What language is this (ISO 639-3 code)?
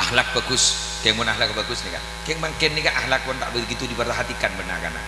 mad